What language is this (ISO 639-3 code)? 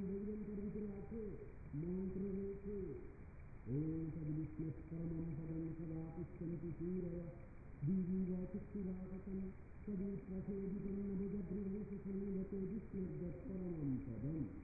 ben